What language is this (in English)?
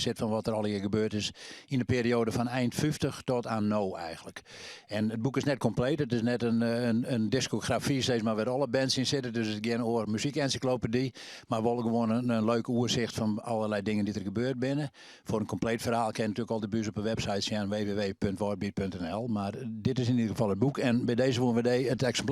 Western Frisian